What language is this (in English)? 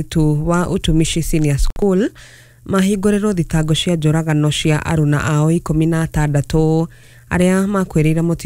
Kikuyu